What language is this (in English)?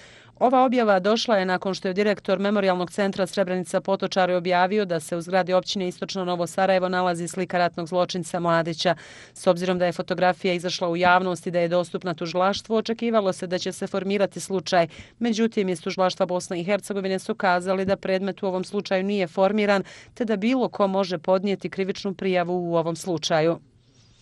Bosnian